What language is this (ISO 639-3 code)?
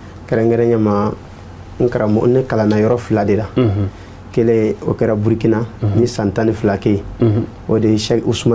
bam